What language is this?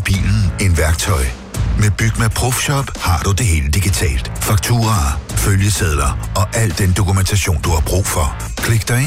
Danish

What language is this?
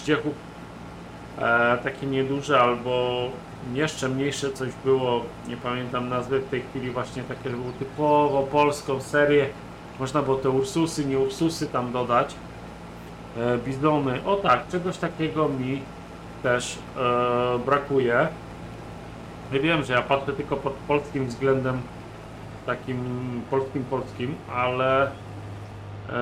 Polish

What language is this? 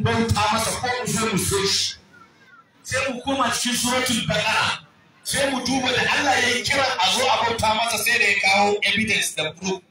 Hausa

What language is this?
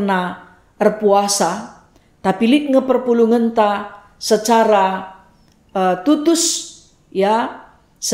Batak Karo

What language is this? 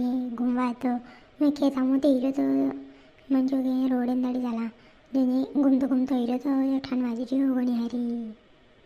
Rajasthani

